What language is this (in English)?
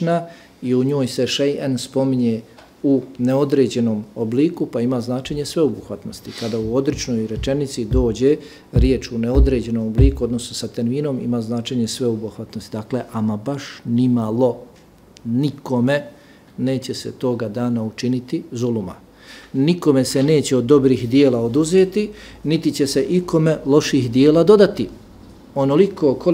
Bosnian